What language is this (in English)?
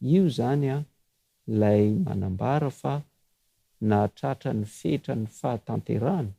Malagasy